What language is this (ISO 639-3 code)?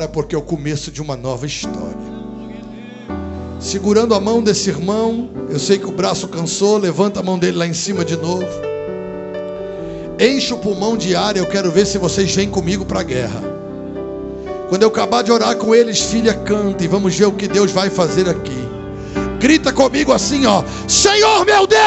por